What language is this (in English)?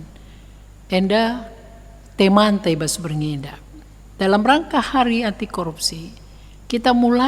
Batak Karo